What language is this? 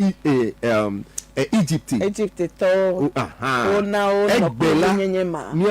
Ewe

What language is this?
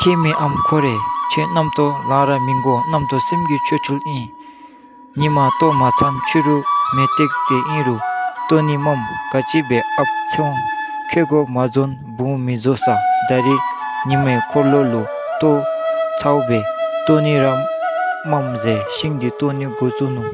Dzongkha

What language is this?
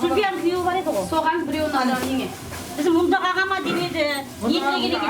Kara-Kalpak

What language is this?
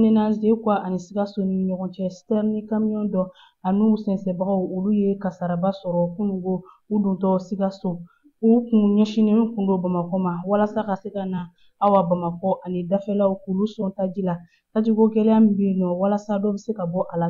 Bambara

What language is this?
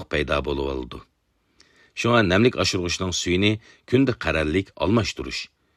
Uyghur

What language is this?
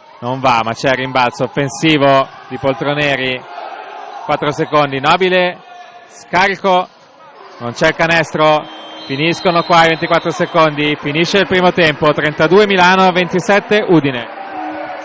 Italian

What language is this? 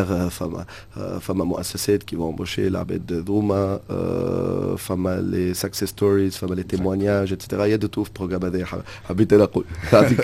Tunisian Arabic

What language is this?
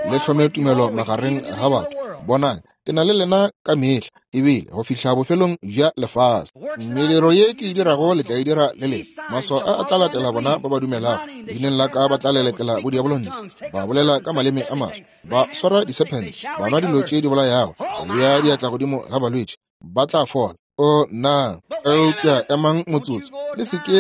Northern Sotho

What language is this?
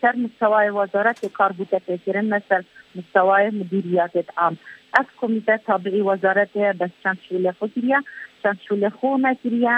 Kurdish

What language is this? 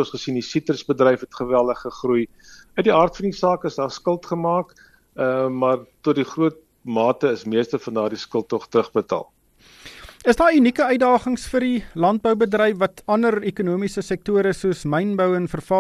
Afrikaans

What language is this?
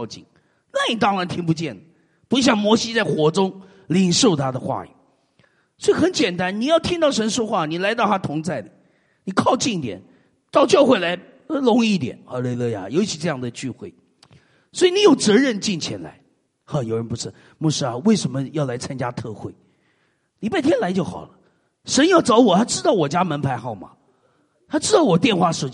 Chinese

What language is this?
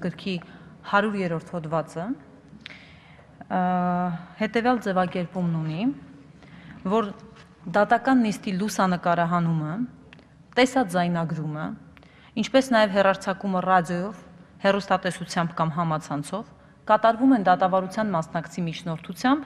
Armenian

